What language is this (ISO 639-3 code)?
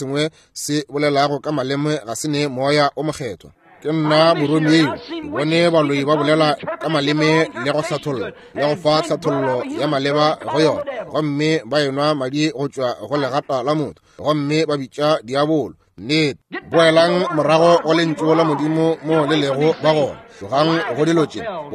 nso